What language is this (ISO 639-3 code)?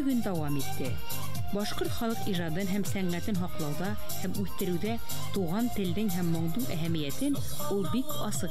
bak